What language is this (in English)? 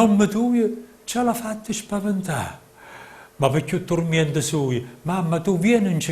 Neapolitan